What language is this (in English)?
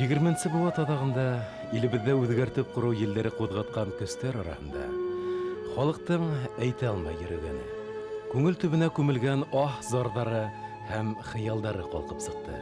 Bashkir